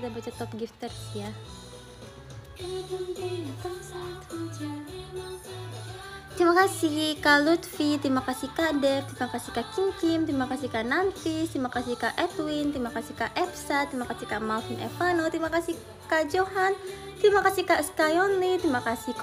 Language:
Indonesian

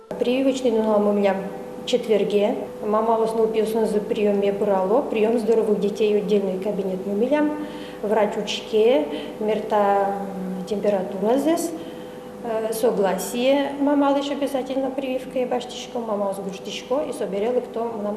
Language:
Udmurt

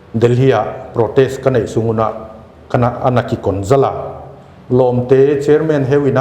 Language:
Paite Chin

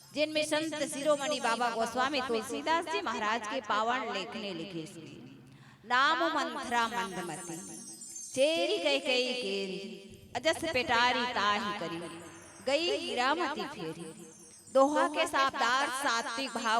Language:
Chhattisgarhi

